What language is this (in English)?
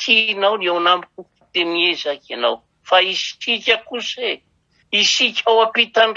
Malagasy